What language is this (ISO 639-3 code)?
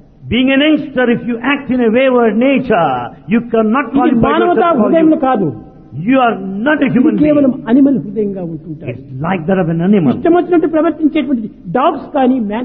tel